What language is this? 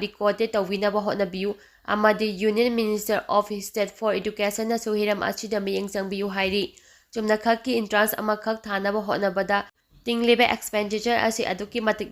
Manipuri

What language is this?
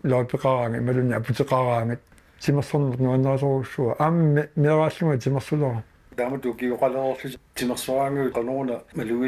Kalaallisut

